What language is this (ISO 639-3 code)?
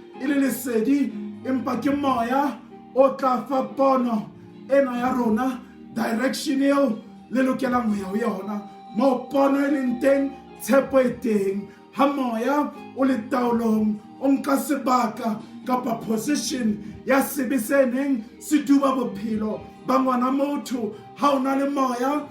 sot